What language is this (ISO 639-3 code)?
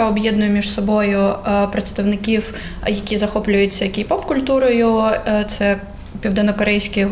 ukr